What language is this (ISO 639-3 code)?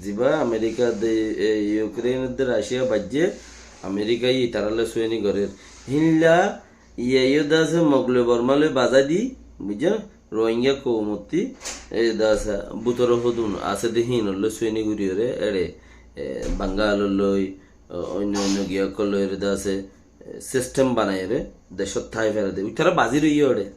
rhg